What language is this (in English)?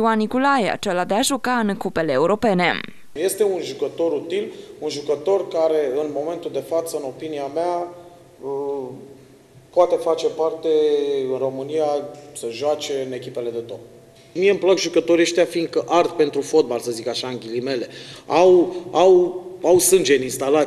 Romanian